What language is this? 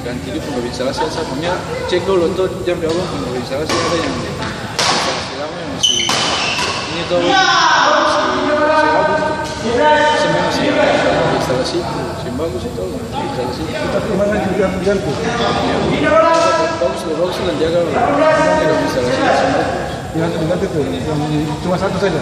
Ambonese Malay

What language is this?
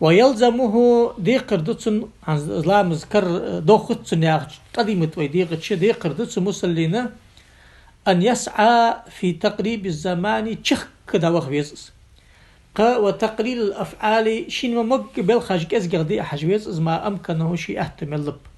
Ingush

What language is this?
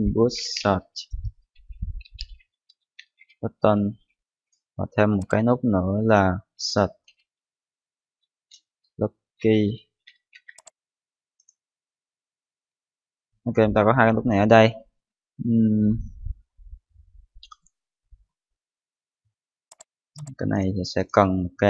Vietnamese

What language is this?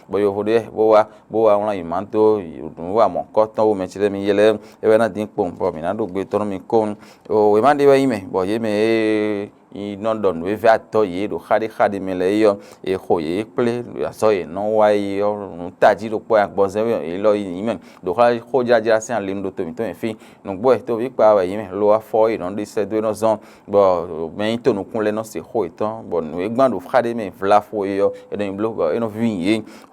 Fon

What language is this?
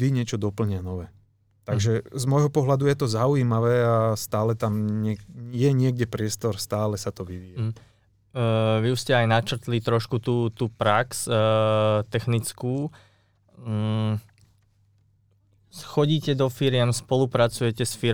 Slovak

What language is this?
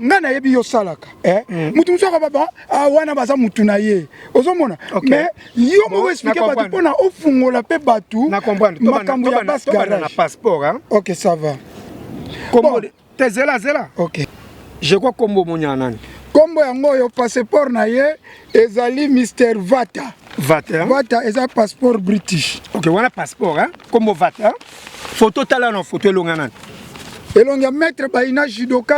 Lingala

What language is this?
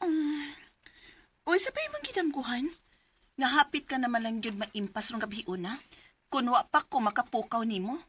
Cebuano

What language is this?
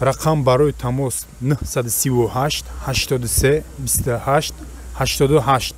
Tajik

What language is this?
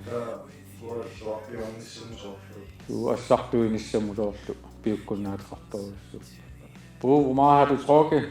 Kalaallisut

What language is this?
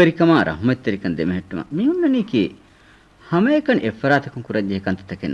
Divehi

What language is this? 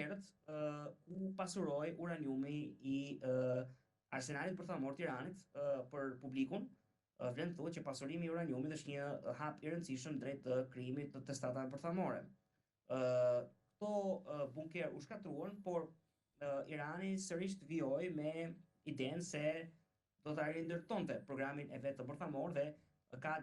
Albanian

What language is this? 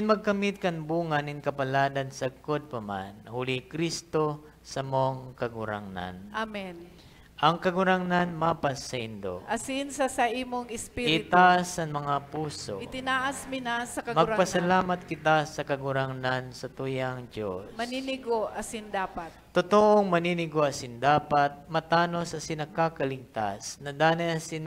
Bikol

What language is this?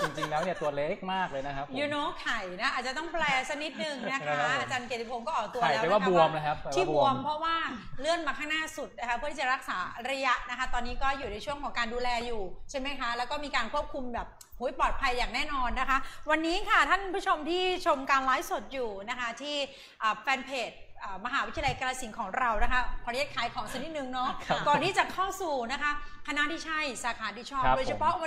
Thai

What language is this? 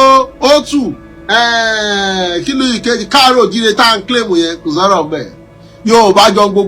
Yoruba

